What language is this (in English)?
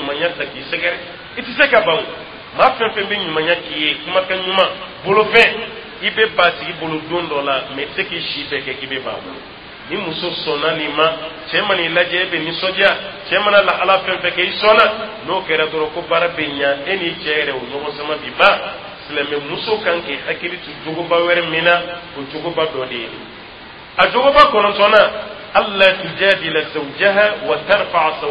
Dyula